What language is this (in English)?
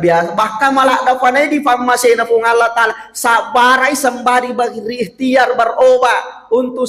Buginese